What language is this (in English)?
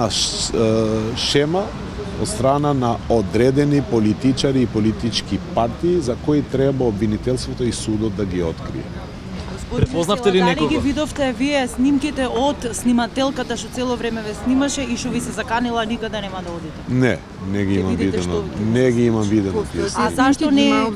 Macedonian